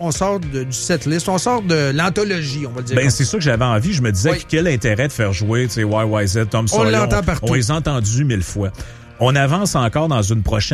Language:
French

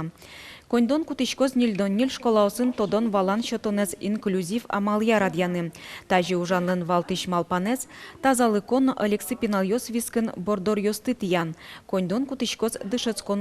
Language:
Udmurt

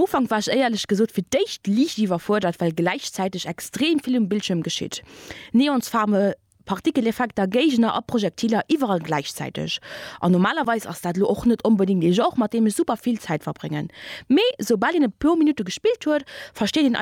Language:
Luxembourgish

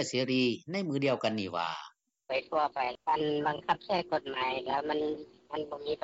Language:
Lao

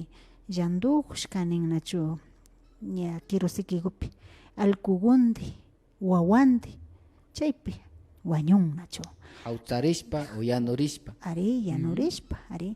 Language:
Imbabura Highland Quichua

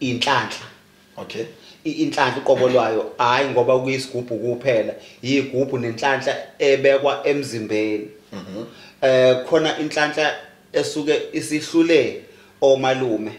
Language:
Zulu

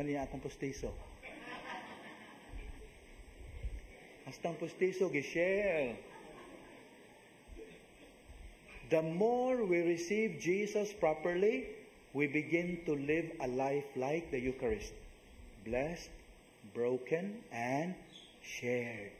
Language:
Cebuano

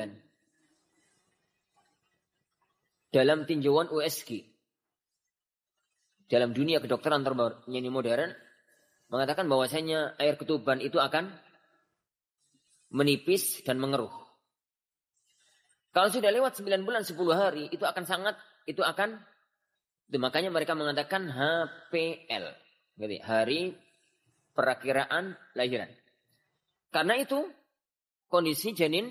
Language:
Indonesian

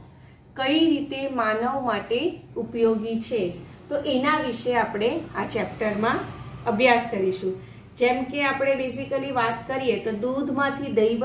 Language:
Gujarati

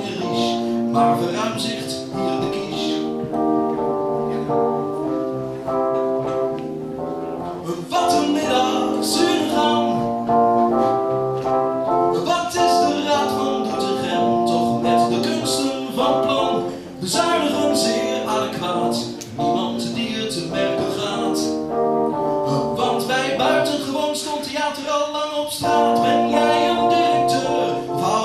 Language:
Dutch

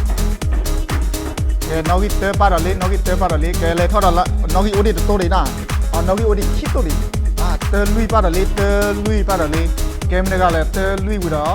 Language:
S'gaw Karen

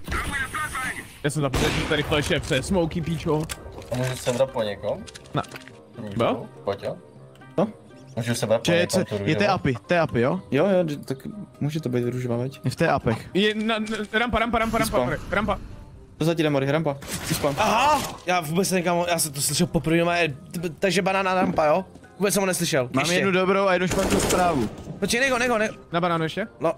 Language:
Czech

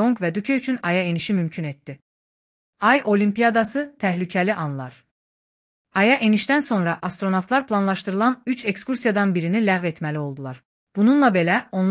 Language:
Azerbaijani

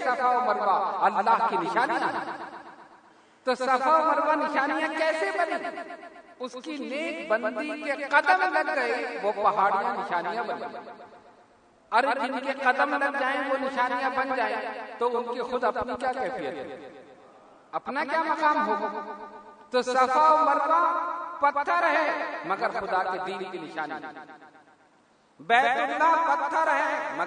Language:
Urdu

